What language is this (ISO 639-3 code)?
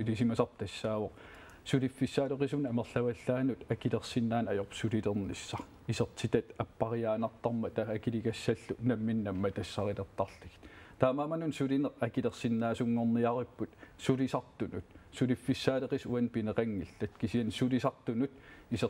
kal